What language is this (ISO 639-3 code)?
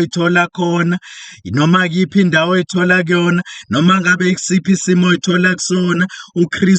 zul